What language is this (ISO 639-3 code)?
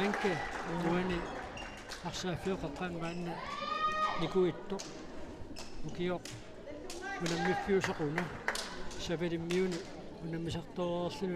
kal